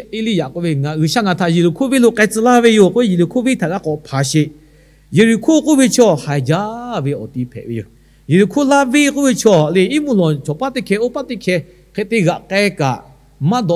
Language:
Lahu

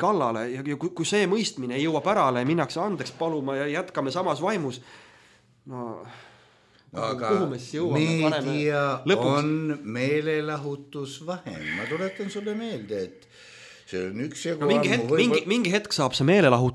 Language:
Estonian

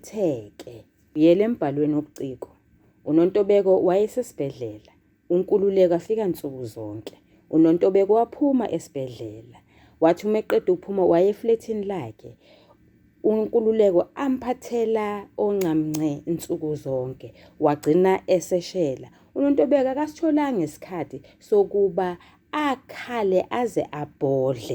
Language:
Zulu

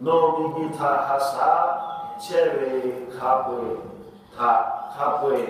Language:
Lahu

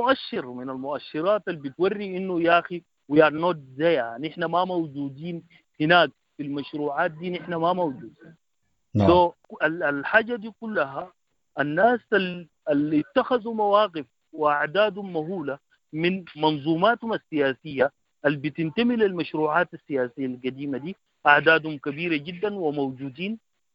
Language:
Sudanese Arabic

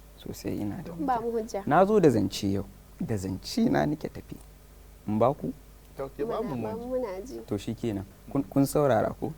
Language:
Hausa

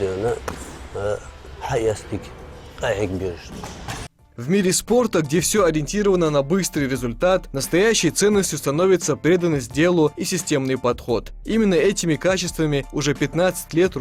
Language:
Ingush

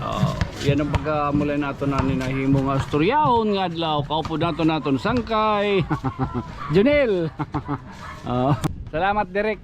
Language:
Waray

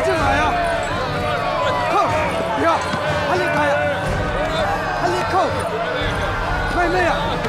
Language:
Chang Naga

